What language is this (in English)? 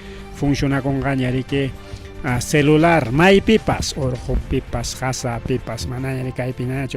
Ayacucho Quechua